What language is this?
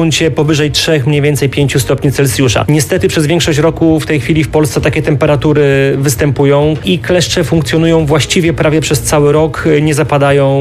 Polish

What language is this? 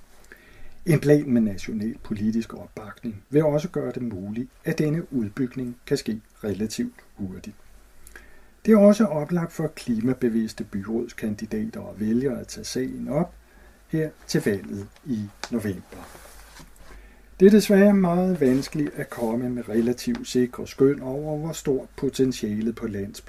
Danish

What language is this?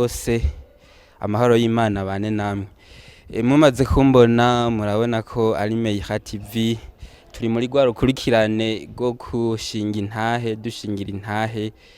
Rundi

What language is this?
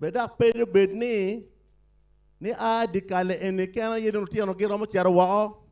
Acoli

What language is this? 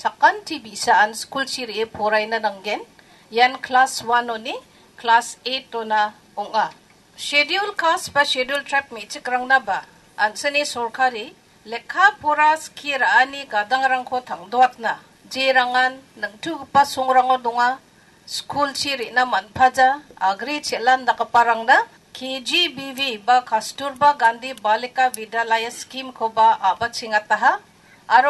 Garo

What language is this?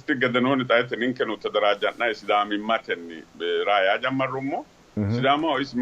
Sidamo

